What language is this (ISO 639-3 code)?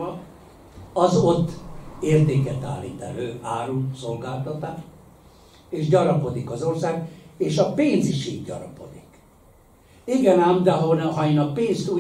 hun